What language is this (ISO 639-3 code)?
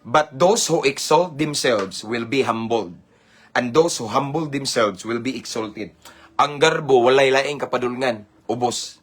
ceb